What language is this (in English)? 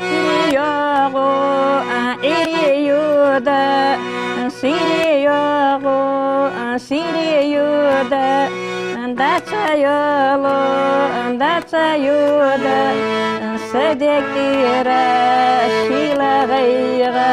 Ingush